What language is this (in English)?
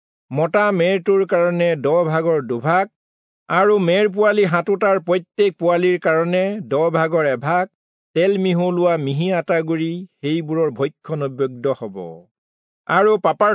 Assamese